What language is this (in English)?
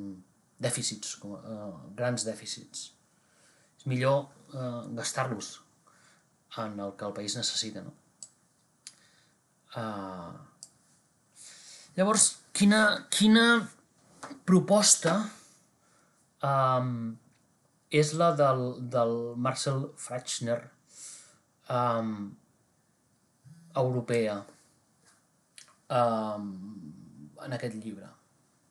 Catalan